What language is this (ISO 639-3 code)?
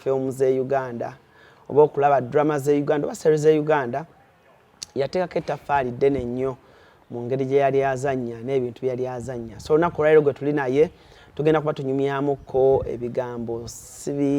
lug